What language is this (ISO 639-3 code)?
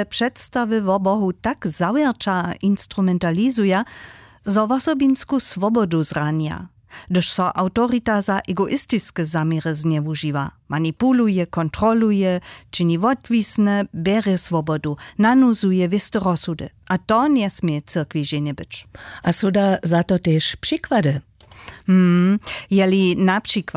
hsb